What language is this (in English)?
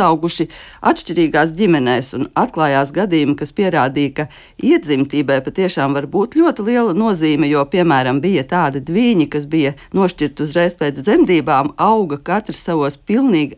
Latvian